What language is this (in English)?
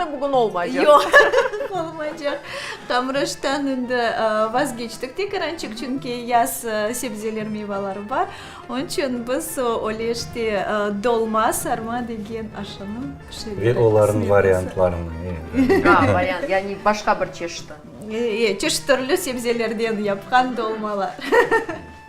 Crimean Tatar